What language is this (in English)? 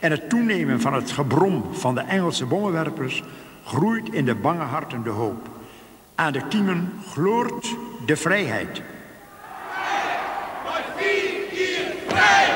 Western Frisian